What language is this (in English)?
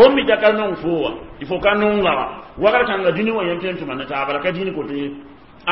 Mossi